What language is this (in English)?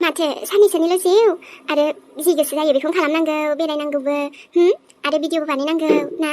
Bodo